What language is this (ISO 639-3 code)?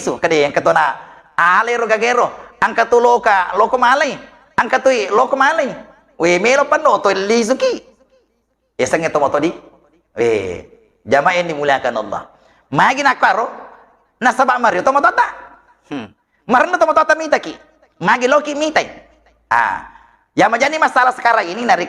bug